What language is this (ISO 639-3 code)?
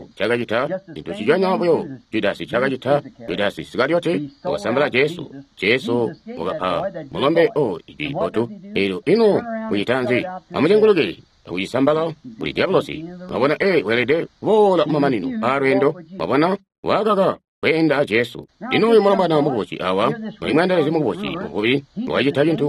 toi